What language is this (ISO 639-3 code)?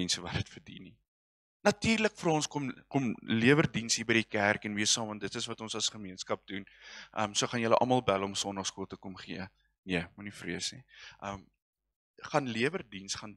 afr